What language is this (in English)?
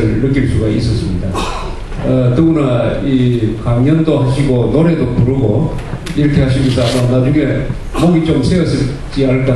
Korean